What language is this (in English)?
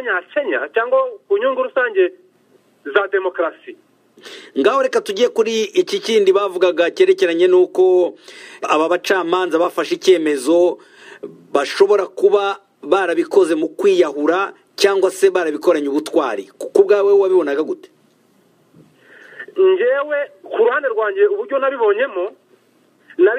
Kinyarwanda